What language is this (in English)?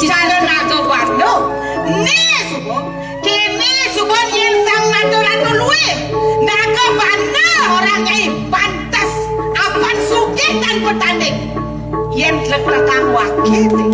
Balinese